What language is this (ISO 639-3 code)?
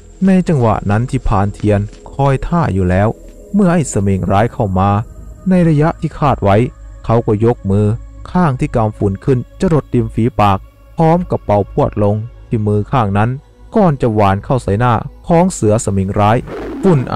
tha